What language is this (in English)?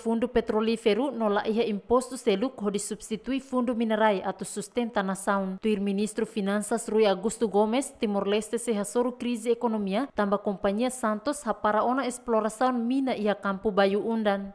Tetum